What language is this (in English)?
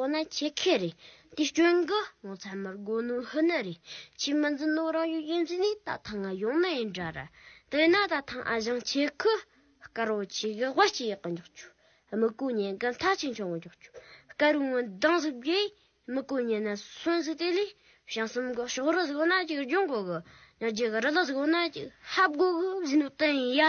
Tibetan